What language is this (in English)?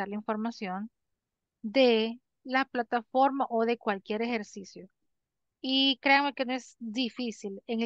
Spanish